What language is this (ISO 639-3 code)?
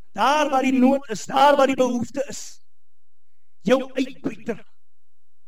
afr